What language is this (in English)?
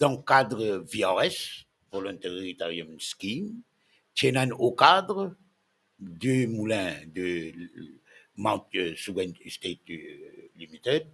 Morisyen